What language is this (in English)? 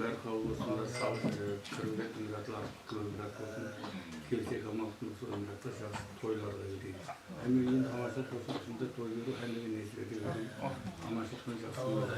Kara-Kalpak